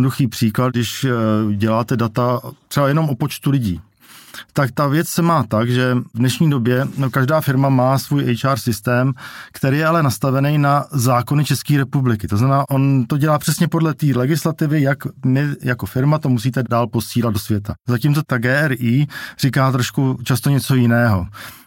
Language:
Czech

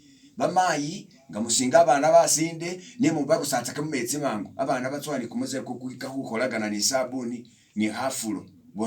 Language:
Masaaba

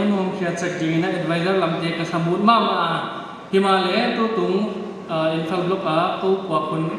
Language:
Paite Chin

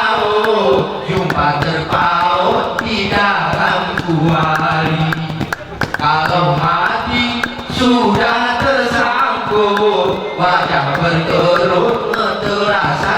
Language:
Gayo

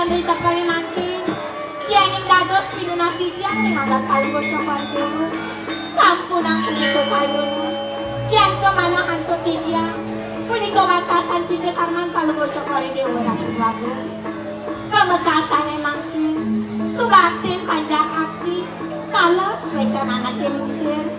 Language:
Balinese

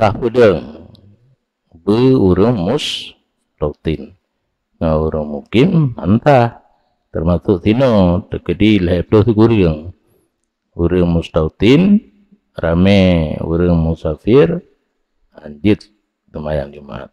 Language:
Achinese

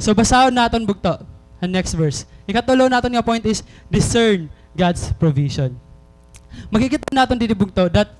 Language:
Waray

